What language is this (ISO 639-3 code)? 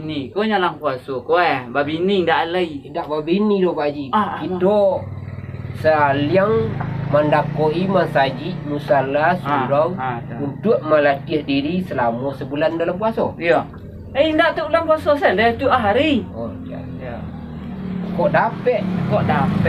min